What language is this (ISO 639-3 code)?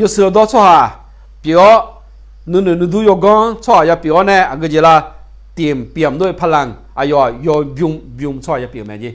ahk